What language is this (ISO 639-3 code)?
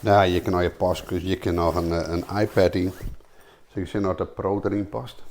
fry